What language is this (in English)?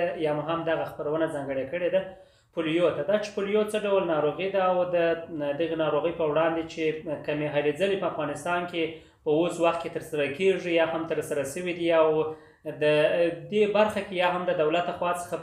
Pashto